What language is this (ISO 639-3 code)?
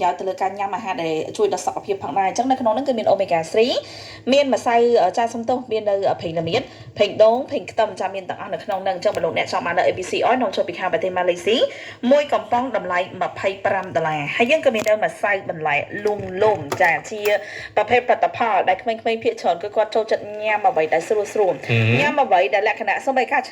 khm